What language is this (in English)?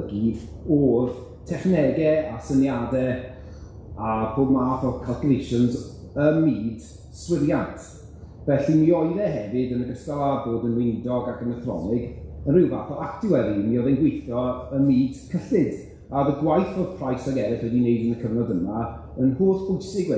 Welsh